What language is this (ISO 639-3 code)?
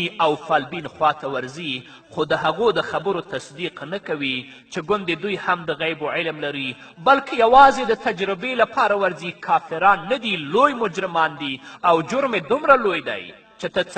pus